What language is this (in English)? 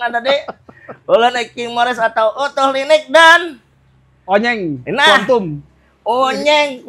Banjar